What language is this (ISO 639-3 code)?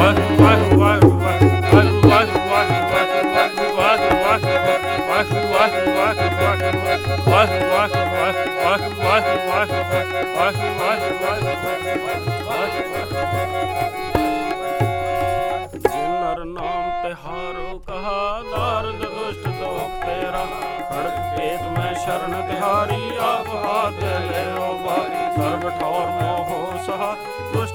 pan